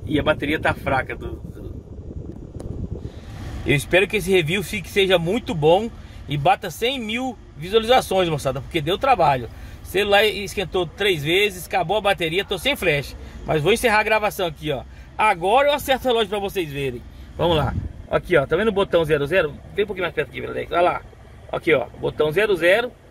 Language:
Portuguese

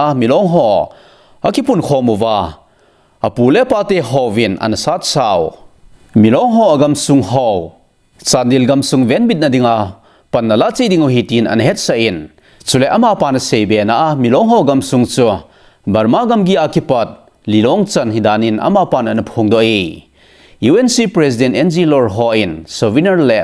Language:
Thado Chin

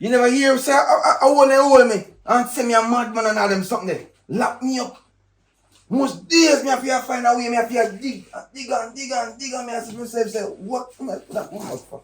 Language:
Jamaican Creole English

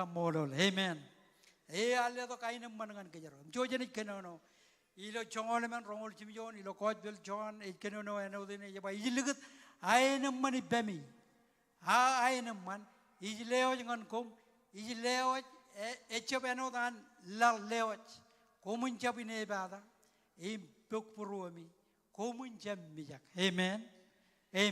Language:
Marshallese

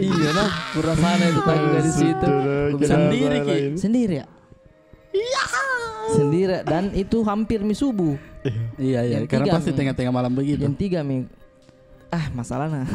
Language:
Makassar Malay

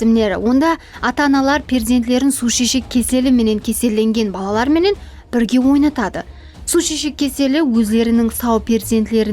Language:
Kara-Kalpak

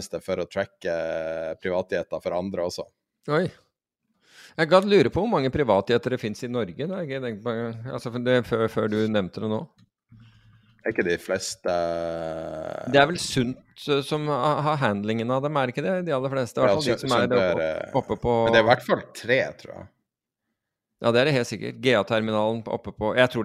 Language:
Norwegian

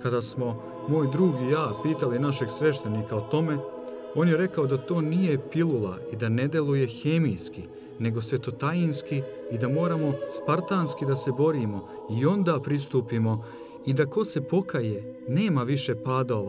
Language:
Serbian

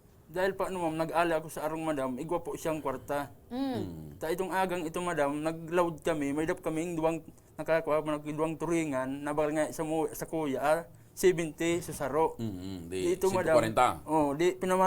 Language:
Bikol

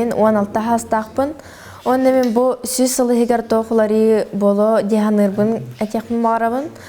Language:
Yakut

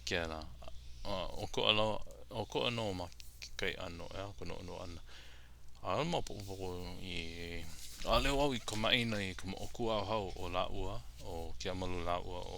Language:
Hawaiian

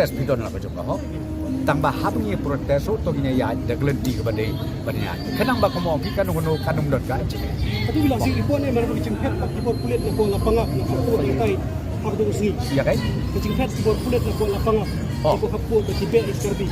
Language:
Khasi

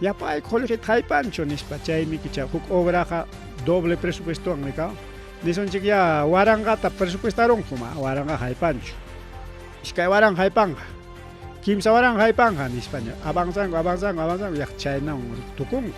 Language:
Ayacucho Quechua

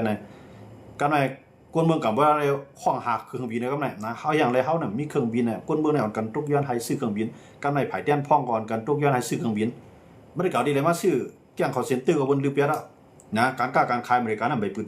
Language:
Shan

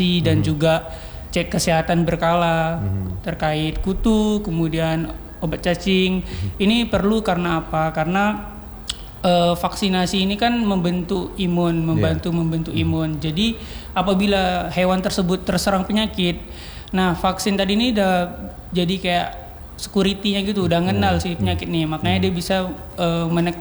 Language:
Indonesian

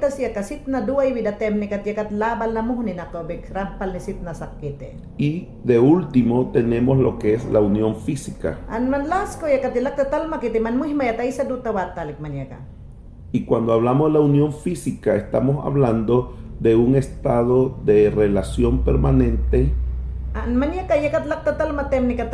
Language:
Mayangna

